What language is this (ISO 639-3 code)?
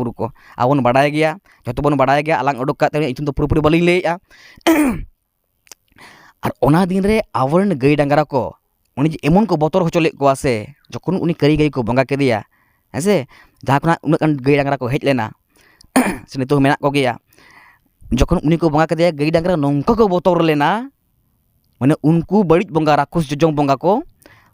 sat